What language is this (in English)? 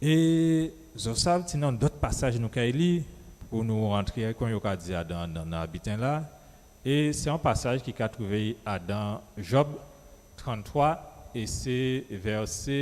Guadeloupean Creole French